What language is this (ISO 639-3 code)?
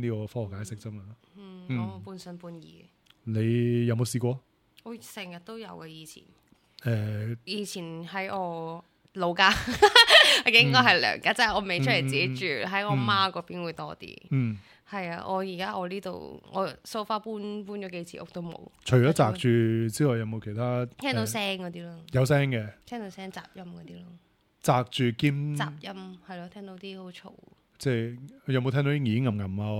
yue